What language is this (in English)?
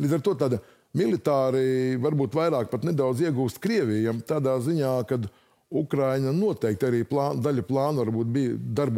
Latvian